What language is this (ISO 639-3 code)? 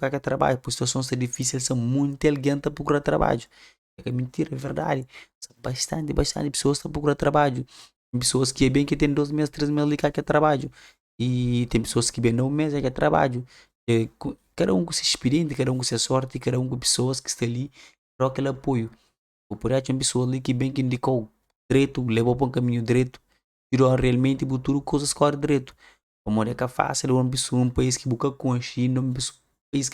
kea